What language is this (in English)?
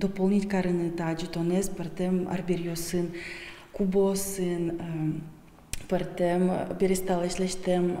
Udmurt